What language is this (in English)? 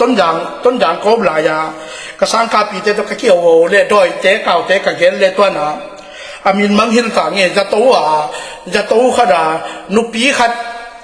Tedim Chin